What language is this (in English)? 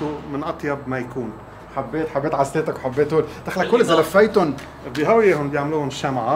North Levantine Arabic